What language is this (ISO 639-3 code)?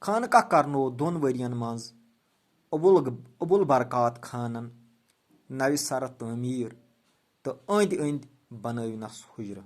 kas